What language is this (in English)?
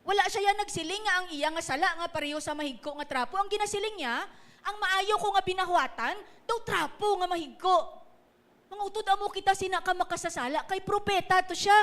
Hiligaynon